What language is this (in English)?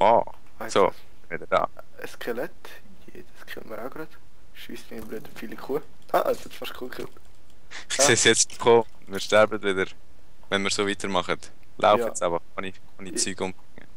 Swiss German